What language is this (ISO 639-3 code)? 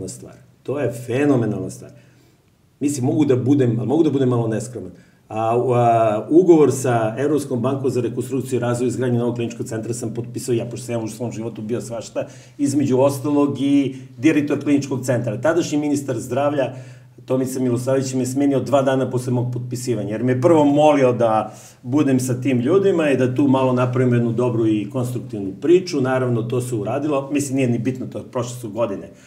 srp